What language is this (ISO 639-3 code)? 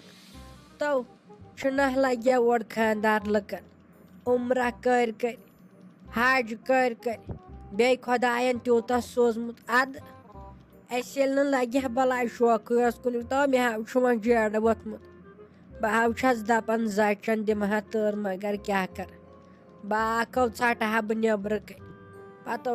kas